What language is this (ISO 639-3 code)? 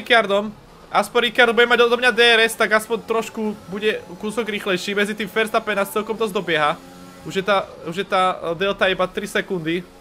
slk